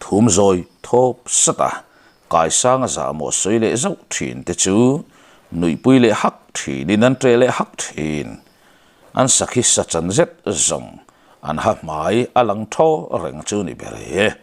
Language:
Mizo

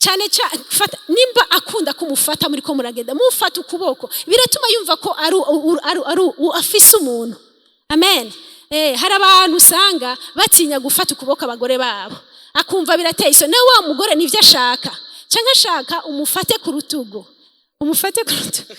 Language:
Rundi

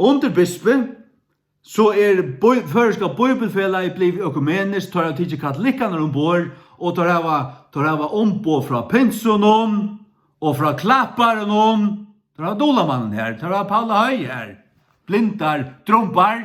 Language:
Faroese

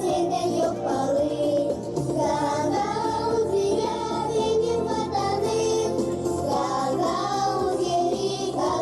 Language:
Gagauz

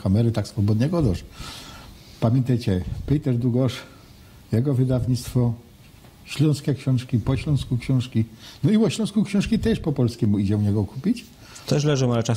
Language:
Silesian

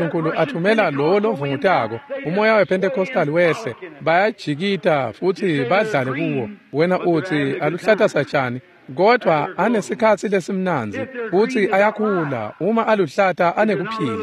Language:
Swati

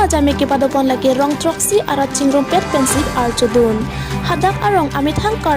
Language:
Karbi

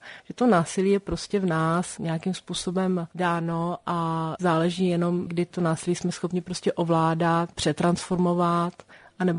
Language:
Czech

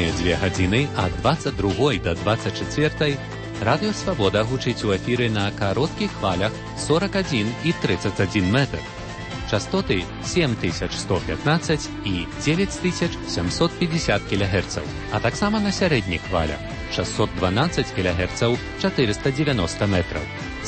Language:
Belarusian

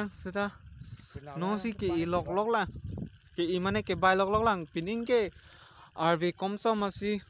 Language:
Karbi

